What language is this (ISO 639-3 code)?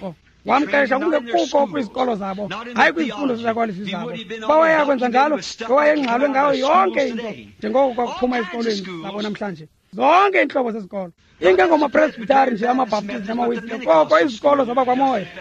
xho